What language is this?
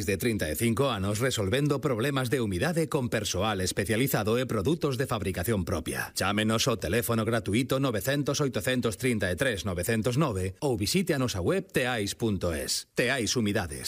Galician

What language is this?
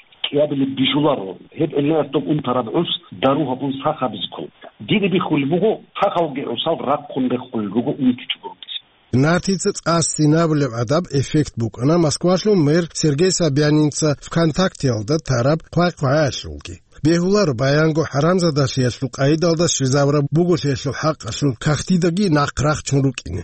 Avaric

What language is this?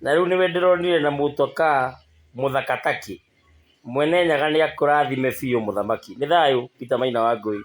Kikuyu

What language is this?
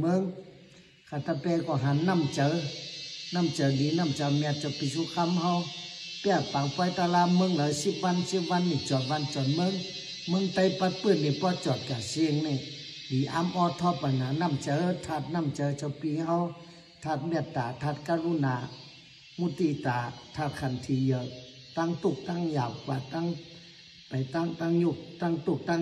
Shan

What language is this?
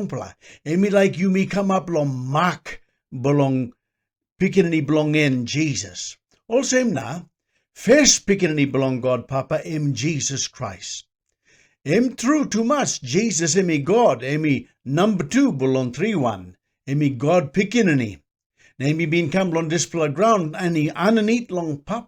Tok Pisin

